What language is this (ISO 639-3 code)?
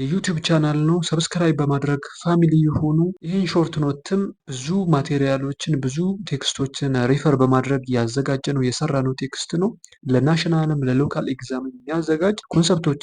amh